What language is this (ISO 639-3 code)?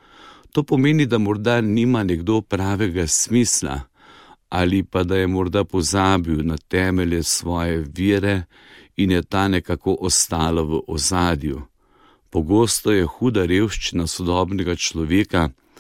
slv